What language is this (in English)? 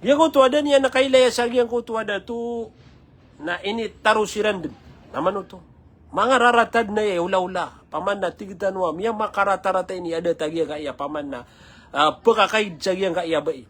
Maranao